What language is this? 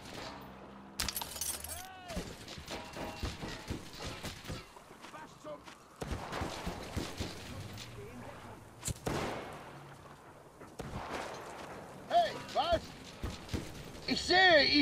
German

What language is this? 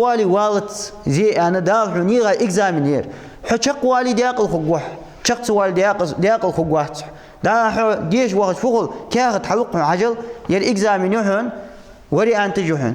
Ingush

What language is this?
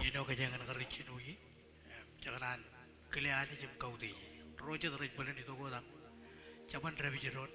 Marshallese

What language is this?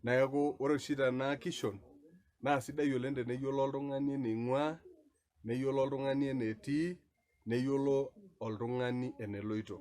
Masai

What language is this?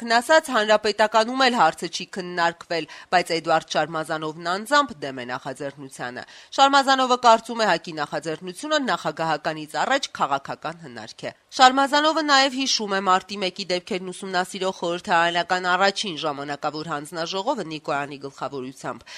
Armenian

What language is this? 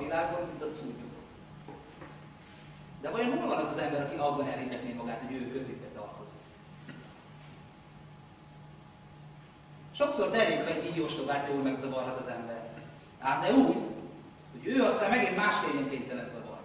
Hungarian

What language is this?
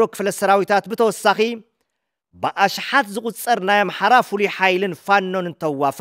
Tigrinya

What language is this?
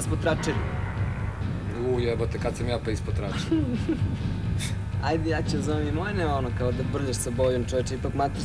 Serbian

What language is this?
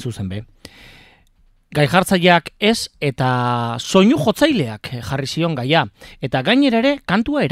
Basque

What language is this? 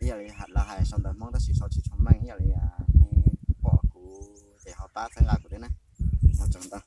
Hmong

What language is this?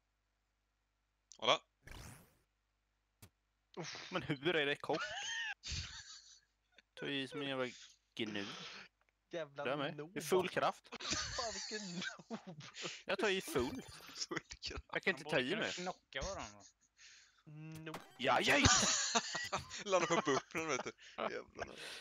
Swedish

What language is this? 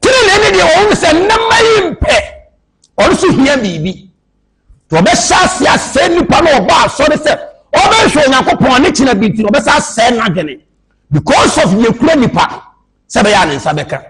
Akan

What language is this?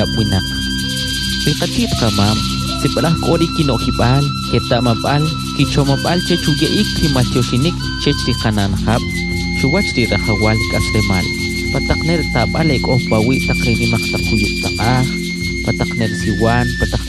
Kʼicheʼ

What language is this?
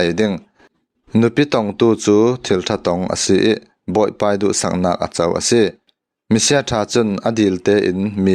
Falam Chin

